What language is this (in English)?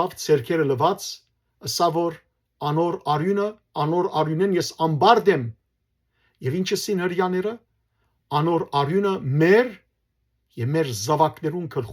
Western Armenian